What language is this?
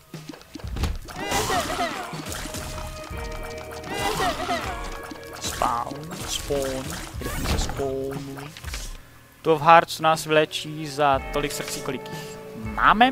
Czech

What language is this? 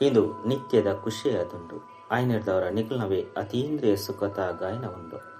Tulu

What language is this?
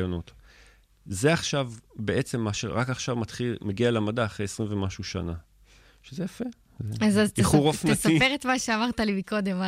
Hebrew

